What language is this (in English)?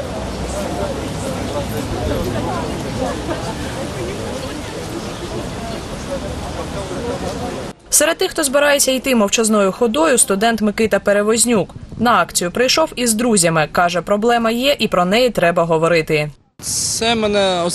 Ukrainian